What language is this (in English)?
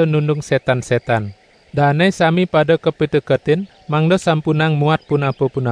Balinese